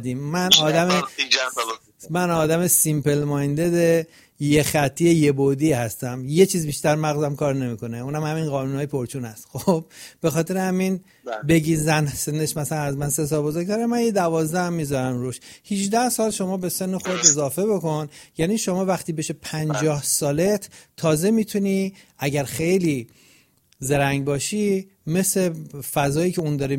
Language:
Persian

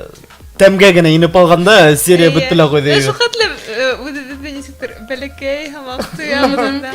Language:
Bashkir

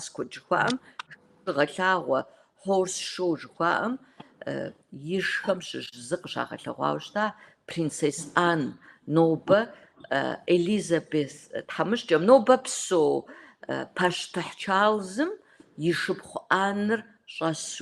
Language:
Kabardian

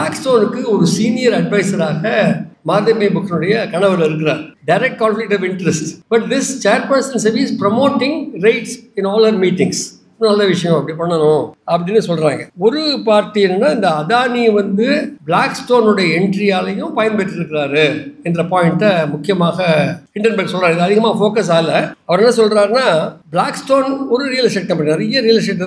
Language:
Tamil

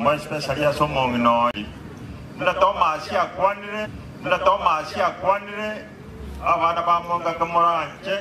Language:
Gusii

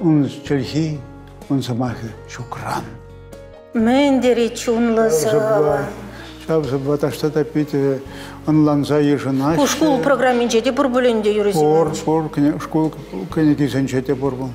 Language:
Chuvash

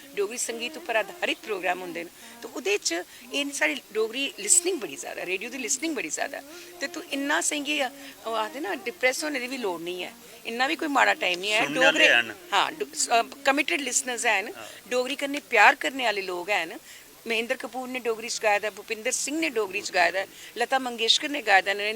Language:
Dogri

